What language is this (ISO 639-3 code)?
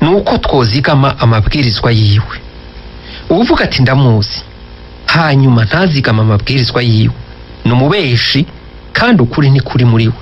run